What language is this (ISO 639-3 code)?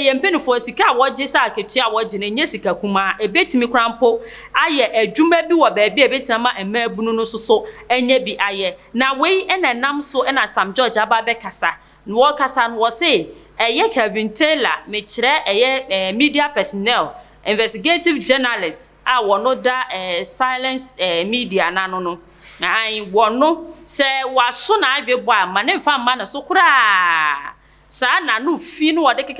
aka